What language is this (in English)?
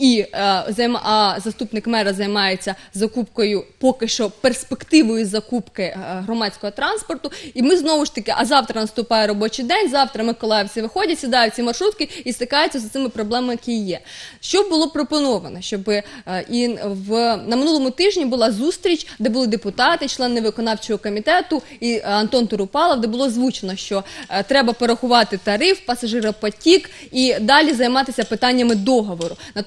Ukrainian